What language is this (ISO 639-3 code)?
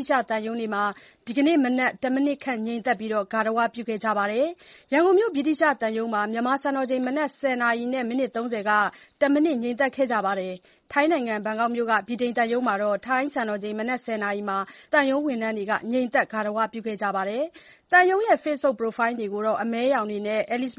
mya